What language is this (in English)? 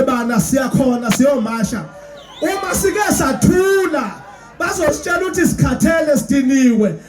Zulu